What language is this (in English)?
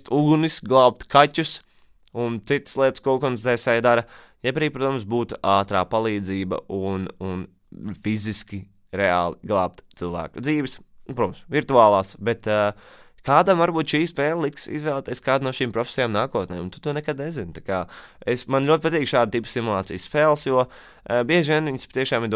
Latvian